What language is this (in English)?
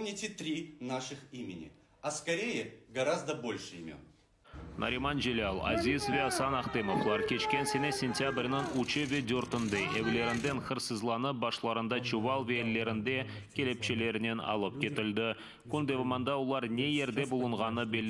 Crimean Tatar